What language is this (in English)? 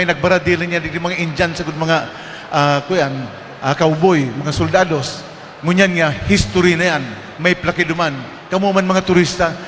Bikol